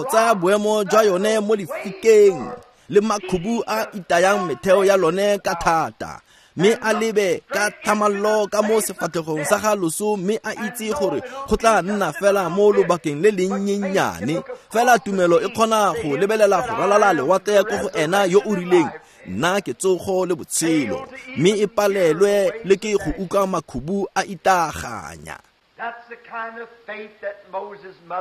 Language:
Tswana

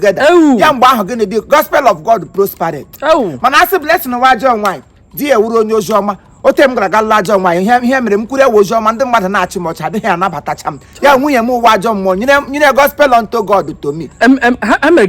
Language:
Igbo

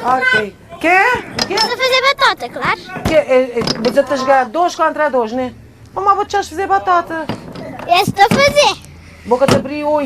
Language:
Kabuverdianu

